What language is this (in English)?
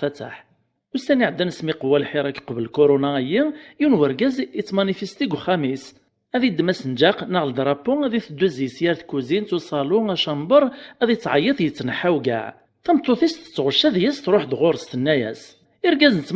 Kabyle